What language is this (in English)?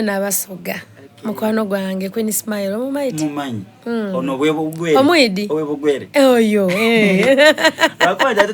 Soga